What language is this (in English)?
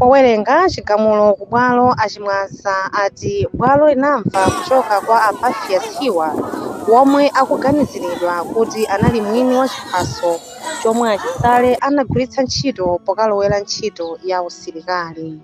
Nyanja